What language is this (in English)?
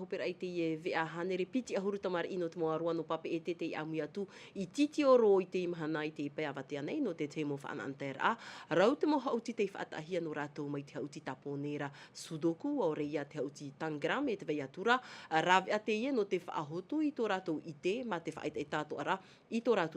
Tahitian